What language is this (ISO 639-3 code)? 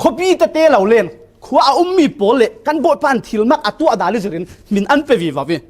cfm